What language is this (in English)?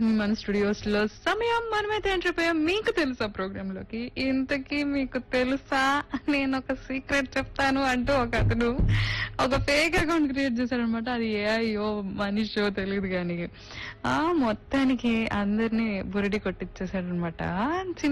Telugu